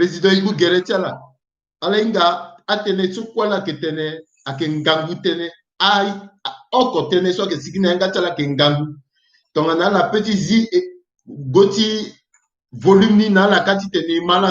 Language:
Sango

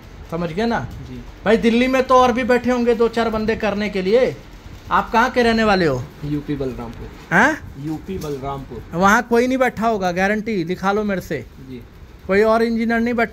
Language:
Hindi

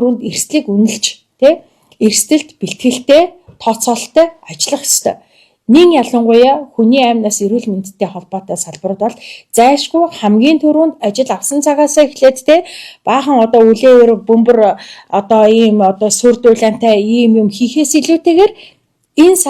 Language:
Mongolian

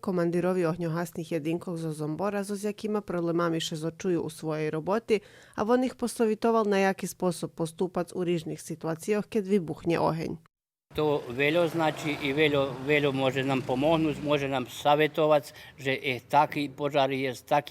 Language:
Rusyn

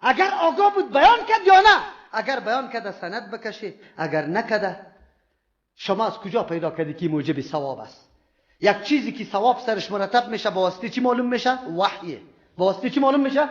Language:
Persian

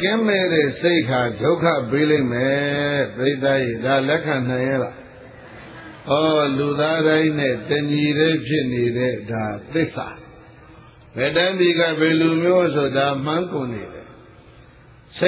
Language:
Burmese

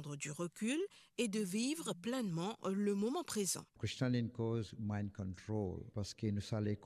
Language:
Morisyen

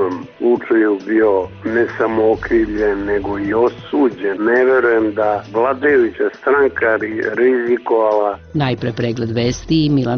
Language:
Serbian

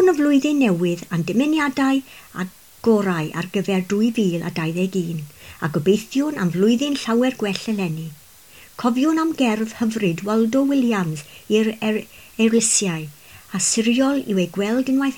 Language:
Welsh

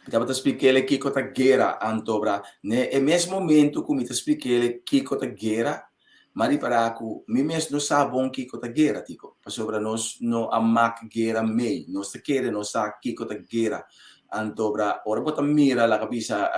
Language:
Papiamento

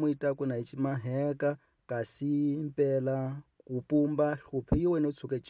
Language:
Tsonga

